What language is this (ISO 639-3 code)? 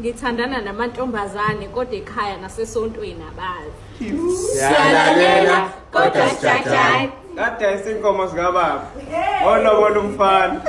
zul